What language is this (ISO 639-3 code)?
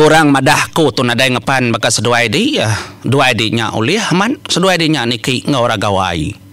iba